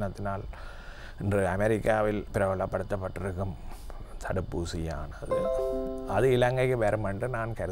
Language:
Tamil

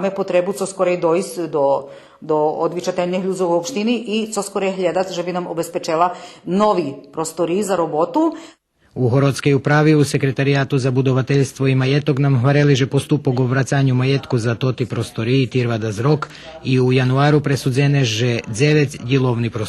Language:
Rusyn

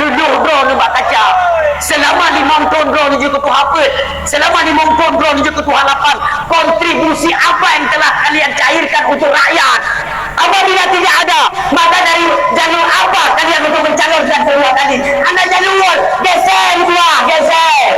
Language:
Achinese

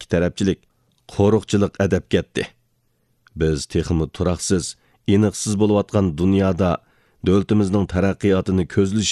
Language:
Uyghur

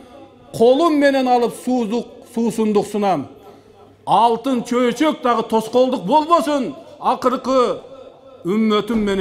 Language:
Kyrgyz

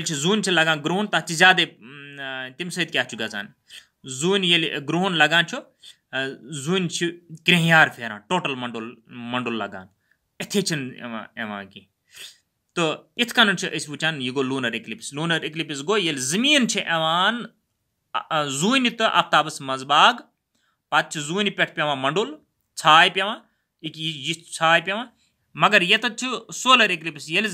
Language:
Kashmiri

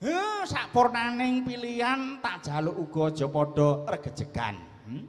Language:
Javanese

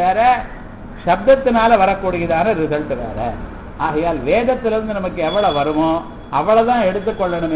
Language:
Tamil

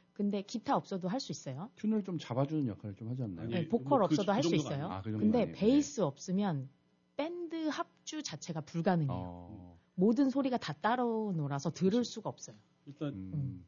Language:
Korean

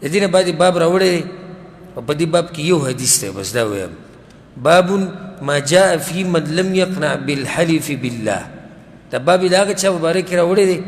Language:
Pashto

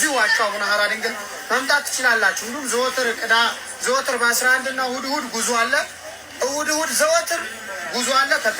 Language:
Amharic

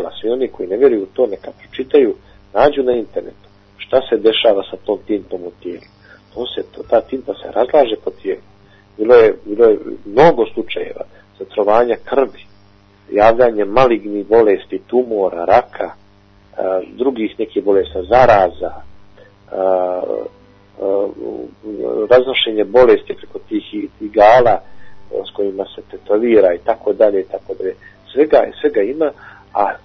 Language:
Bosnian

